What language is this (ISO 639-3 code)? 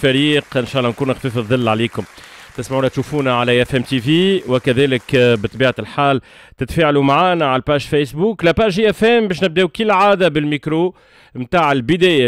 aeb